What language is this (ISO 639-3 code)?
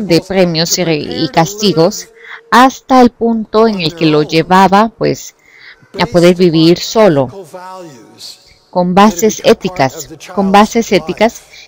spa